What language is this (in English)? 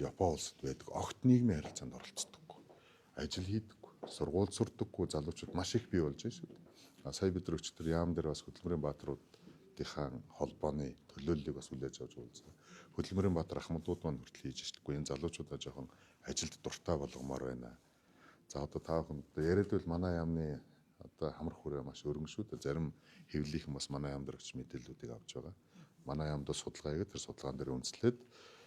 Mongolian